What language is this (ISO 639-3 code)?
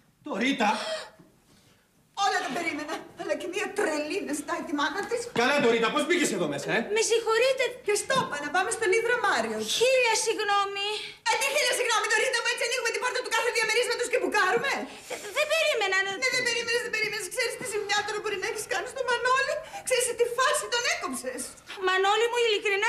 ell